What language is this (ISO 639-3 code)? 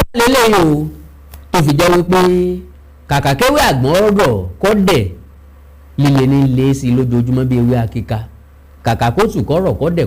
yor